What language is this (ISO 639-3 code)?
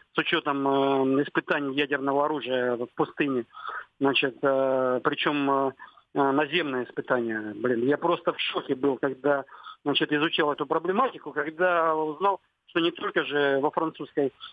rus